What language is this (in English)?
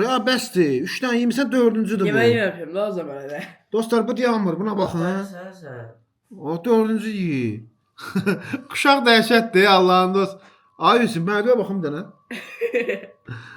Azerbaijani